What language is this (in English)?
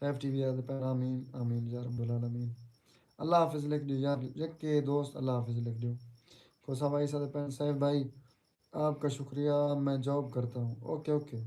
Saraiki